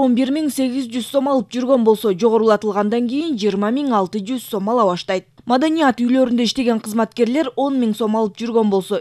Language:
Kyrgyz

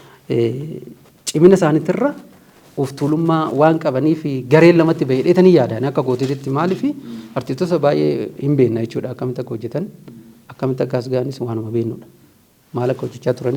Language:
Oromo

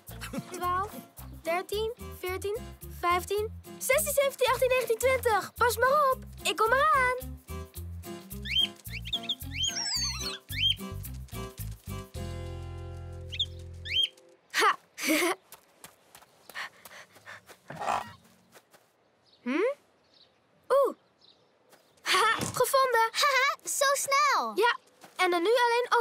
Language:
Dutch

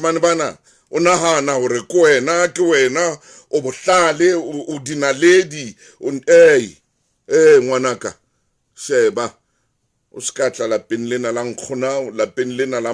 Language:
Southern Sotho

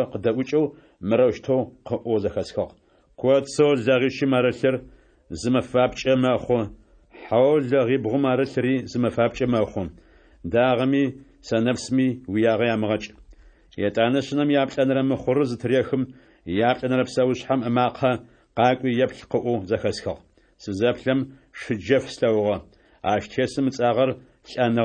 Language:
Adyghe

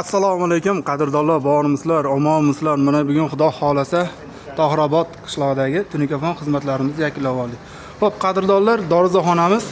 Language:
Uzbek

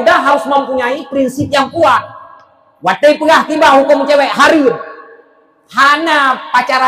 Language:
Achinese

